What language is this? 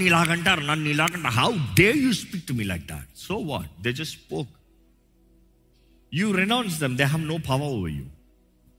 Telugu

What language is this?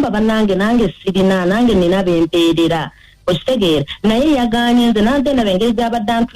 Ganda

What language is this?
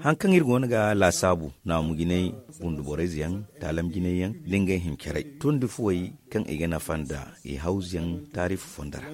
Zarma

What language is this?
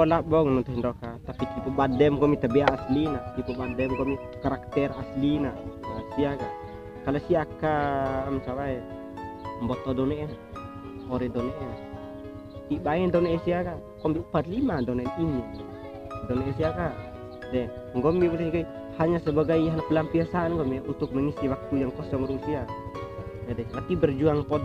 Bima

